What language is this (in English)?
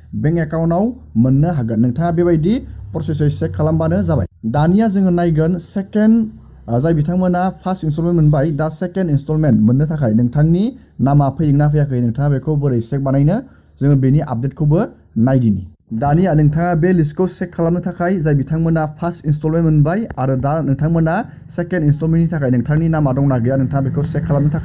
Bodo